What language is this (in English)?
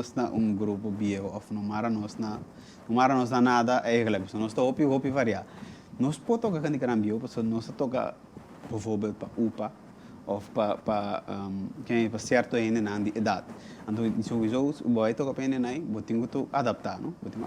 Papiamento